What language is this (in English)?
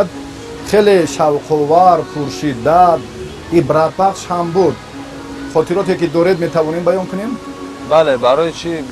Tajik